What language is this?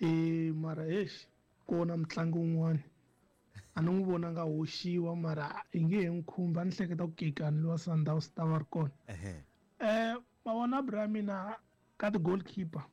Tsonga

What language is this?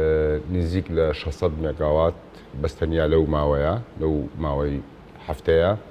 Central Kurdish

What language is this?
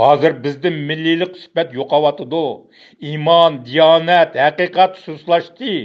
Uyghur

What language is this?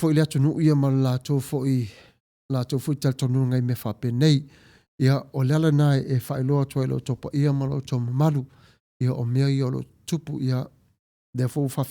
Samoan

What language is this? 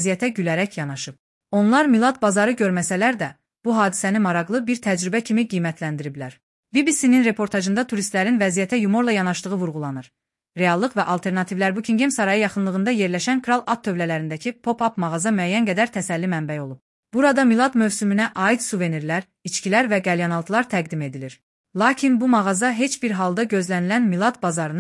Azerbaijani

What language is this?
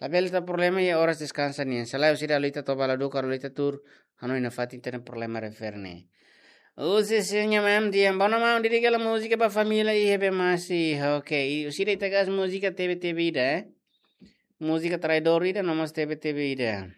Tetum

